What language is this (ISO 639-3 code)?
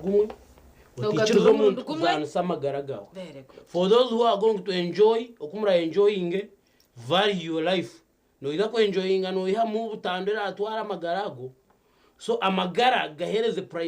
nyn